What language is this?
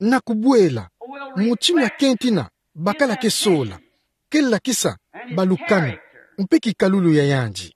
Kituba (Democratic Republic of Congo)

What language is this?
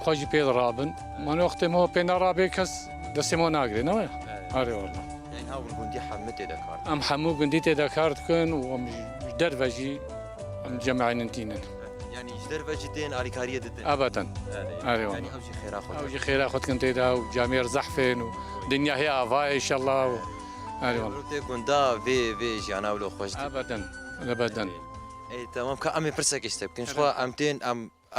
Kurdish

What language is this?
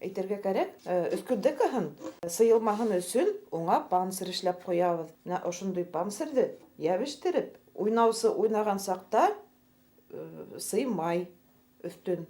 Bashkir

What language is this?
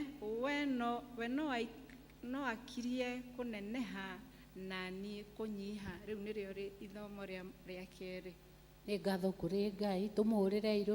Kikuyu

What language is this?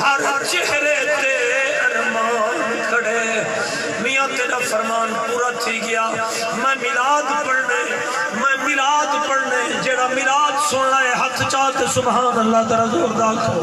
Saraiki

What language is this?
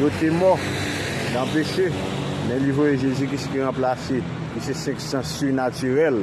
Haitian Creole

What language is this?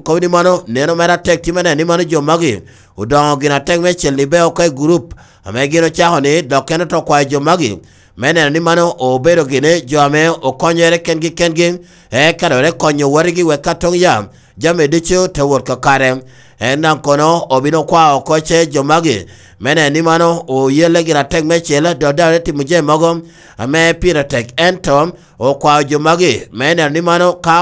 Lango (Uganda)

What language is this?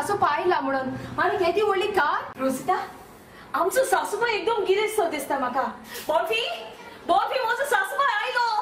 Konkani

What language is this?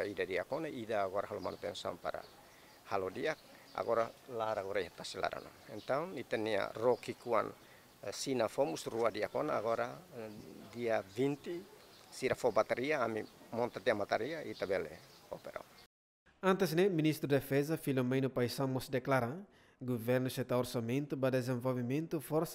Tetum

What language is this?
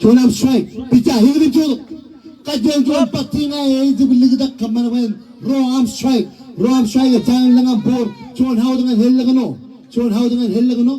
Marshallese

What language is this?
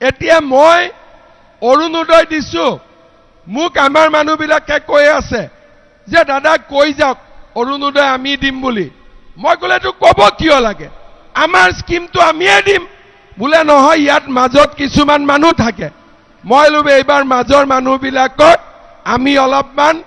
Assamese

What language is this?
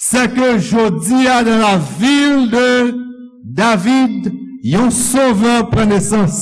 Haitian Creole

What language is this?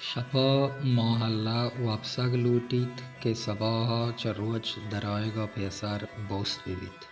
Baluchi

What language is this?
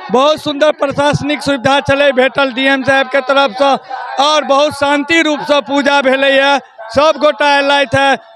Maithili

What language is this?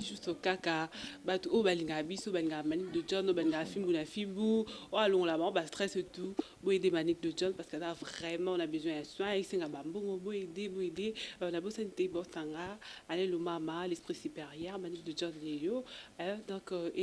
Lingala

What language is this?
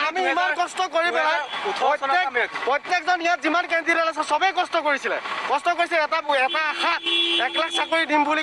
Assamese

